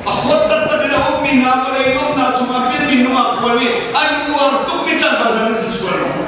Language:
Hakha Chin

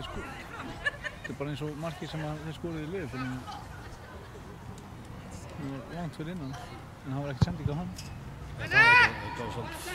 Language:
Icelandic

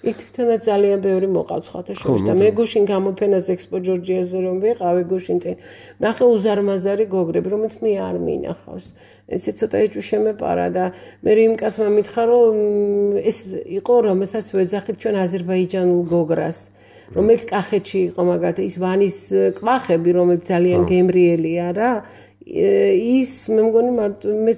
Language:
Georgian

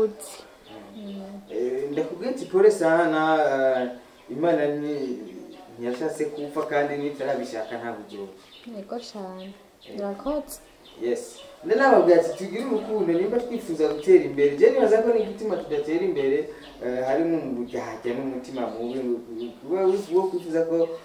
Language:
Rundi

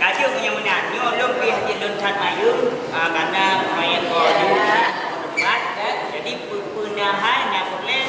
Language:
Achinese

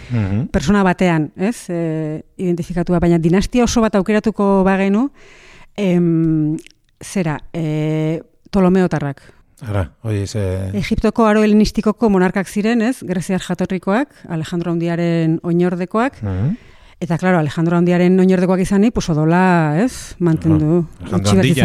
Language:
Basque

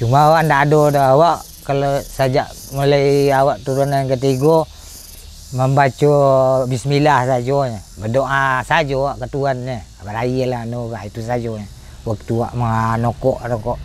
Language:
Minangkabau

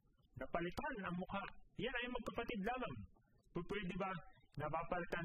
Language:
Filipino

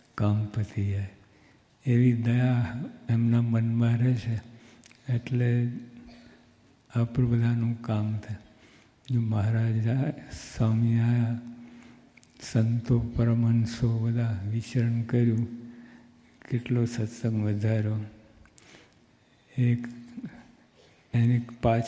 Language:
Gujarati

